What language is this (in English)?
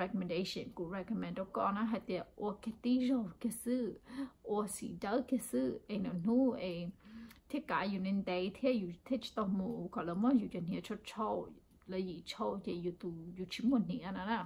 Hmong